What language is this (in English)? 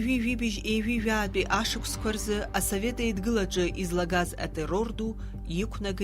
Abkhazian